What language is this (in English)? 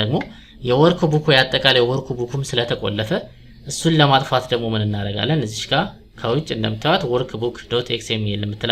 Amharic